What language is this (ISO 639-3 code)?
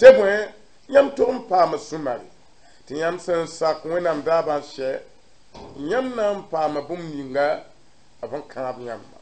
mos